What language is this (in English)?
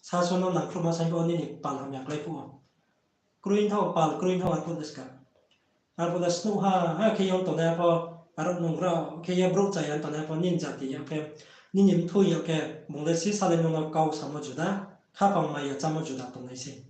Riang (India)